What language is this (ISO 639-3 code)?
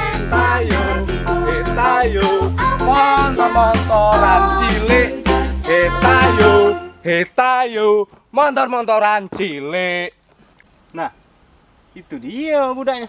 mui